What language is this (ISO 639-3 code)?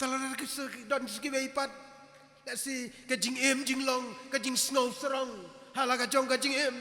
kha